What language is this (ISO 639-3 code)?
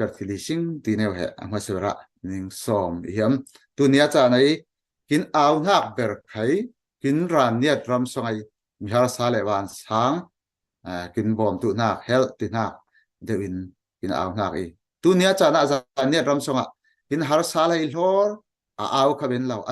cfm